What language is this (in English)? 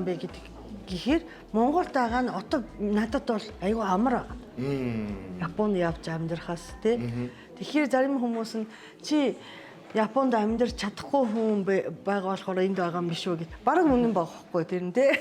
Mongolian